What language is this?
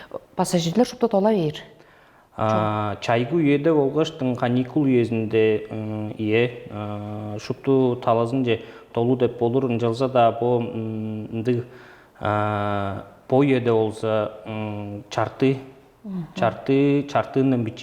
Tuvinian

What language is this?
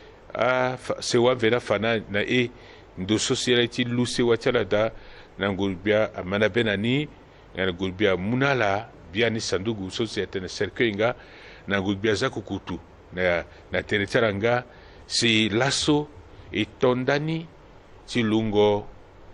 Sango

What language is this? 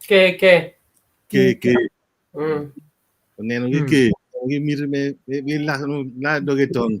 Acoli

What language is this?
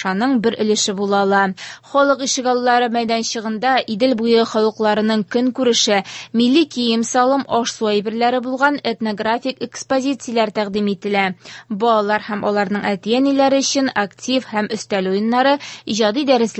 Tatar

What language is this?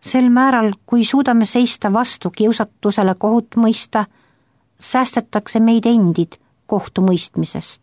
Estonian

